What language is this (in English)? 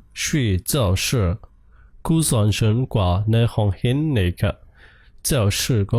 Shan